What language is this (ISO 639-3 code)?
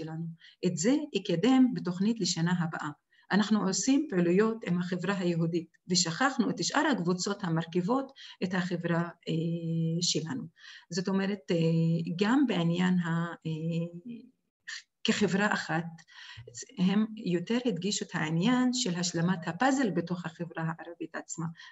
heb